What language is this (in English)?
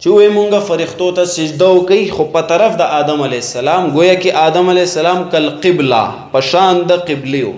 Pashto